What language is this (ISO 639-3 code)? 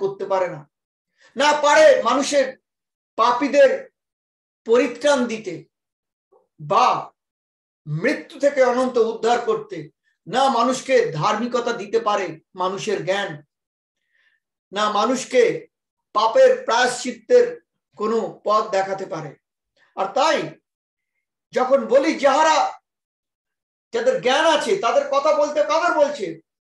ben